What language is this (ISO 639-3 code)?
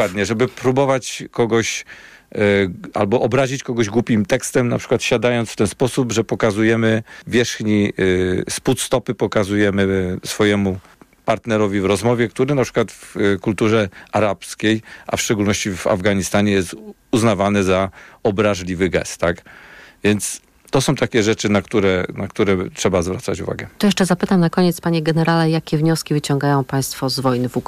pol